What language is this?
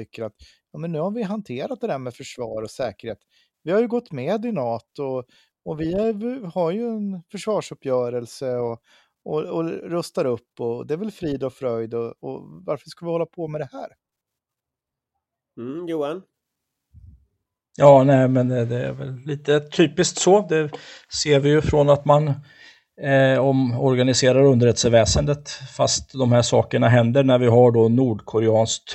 Swedish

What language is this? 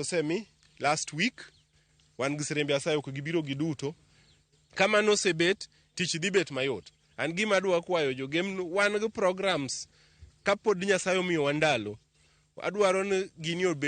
Luo (Kenya and Tanzania)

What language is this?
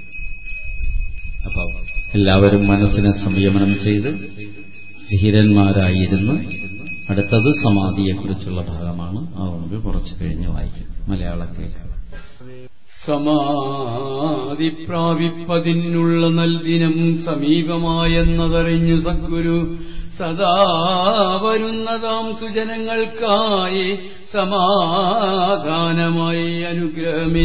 Malayalam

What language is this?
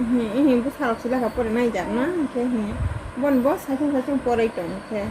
Kok Borok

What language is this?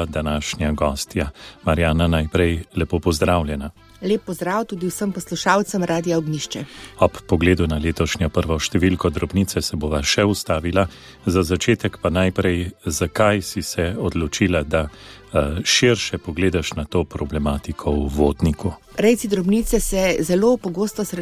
Slovenian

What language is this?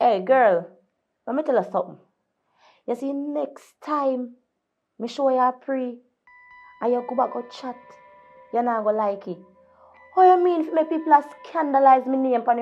Jamaican Creole English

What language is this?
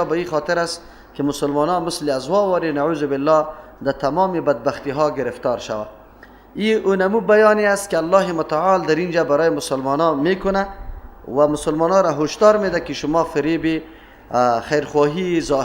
Persian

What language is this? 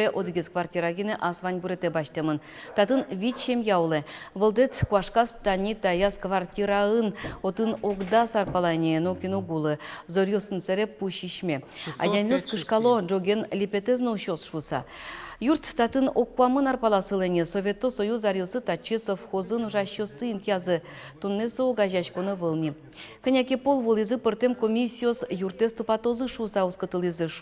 Udmurt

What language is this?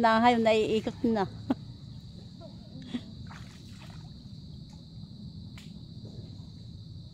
Filipino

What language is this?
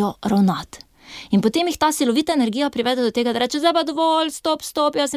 Slovenian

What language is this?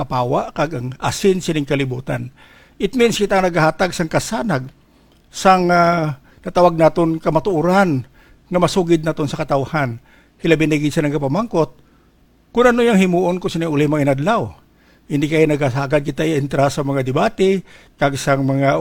Hiligaynon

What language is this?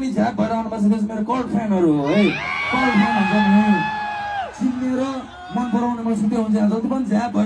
Nepali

